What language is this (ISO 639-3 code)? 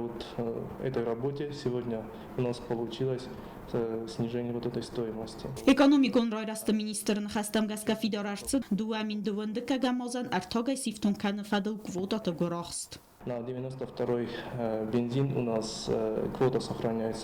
oss